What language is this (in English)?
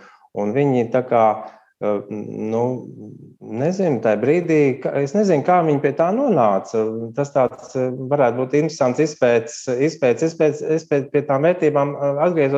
Latvian